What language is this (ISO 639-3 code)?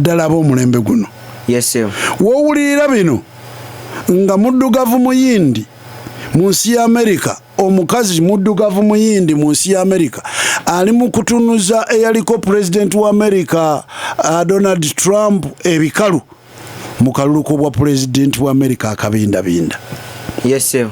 lug